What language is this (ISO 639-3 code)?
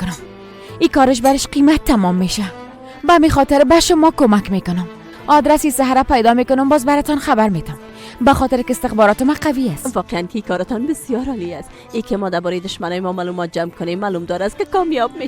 fas